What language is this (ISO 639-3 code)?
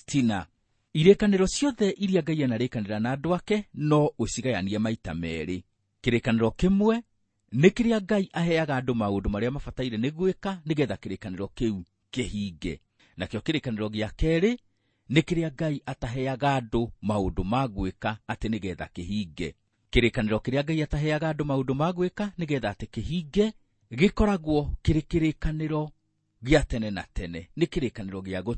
kik